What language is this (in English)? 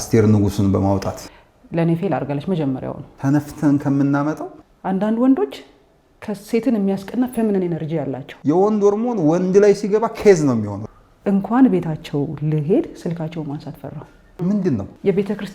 Amharic